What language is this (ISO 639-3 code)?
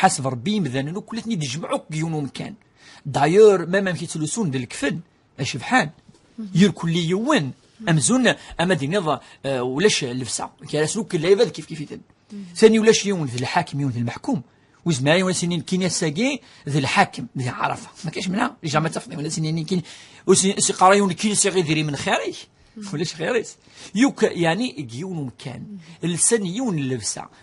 kab